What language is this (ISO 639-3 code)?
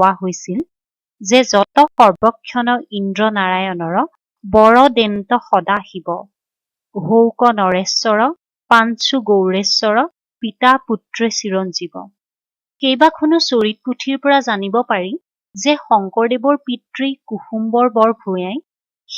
asm